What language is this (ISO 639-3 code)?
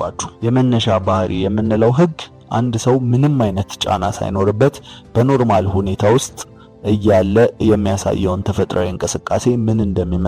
amh